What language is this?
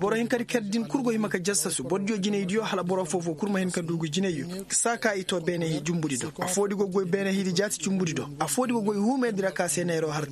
Koyraboro Senni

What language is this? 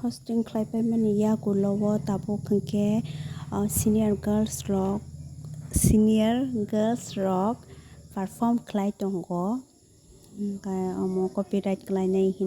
Kok Borok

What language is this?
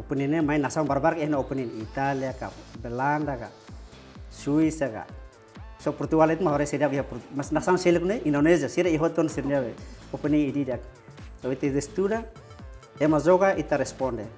Tetum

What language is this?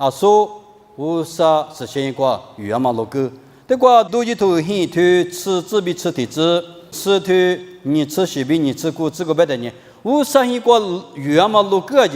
Lisu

